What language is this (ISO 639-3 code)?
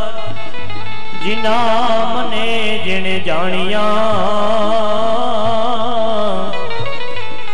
guj